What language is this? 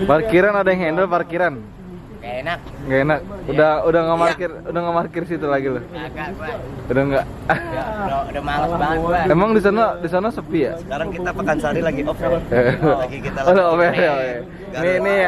Betawi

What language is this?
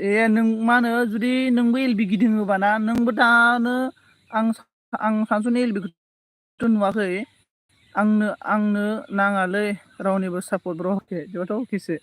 Bodo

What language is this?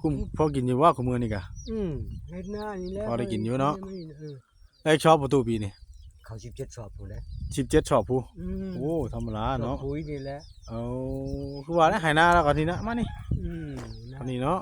Northeastern Thai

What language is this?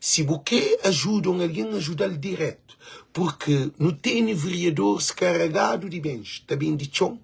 Kabuverdianu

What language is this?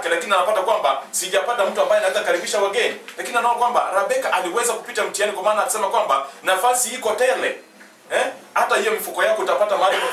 Swahili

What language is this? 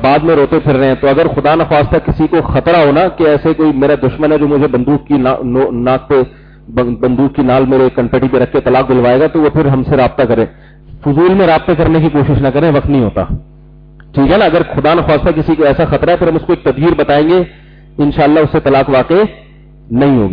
Urdu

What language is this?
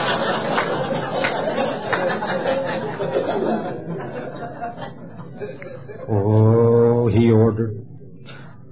English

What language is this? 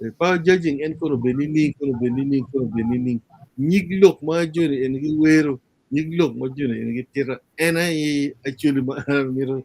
Acoli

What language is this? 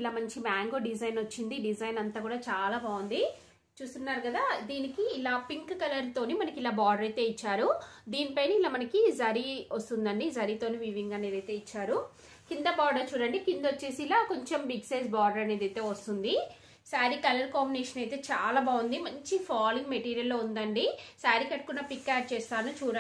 Telugu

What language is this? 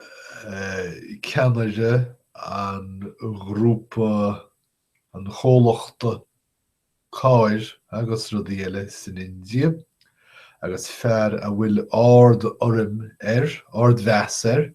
Irish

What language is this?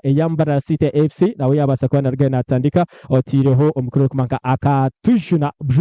Nyankole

